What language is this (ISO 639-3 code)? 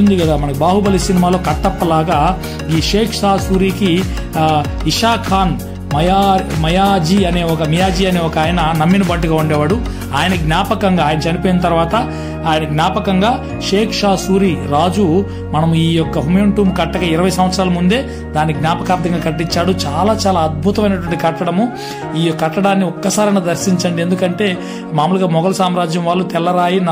tel